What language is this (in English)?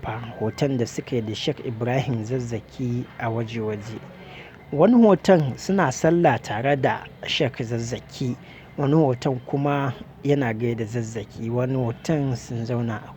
Hausa